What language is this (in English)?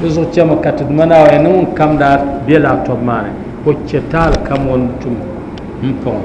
Dagbani